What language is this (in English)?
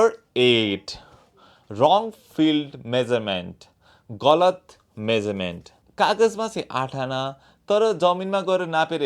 Nepali